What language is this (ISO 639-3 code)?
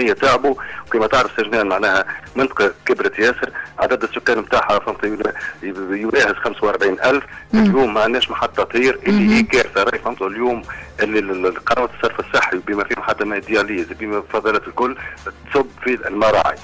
aeb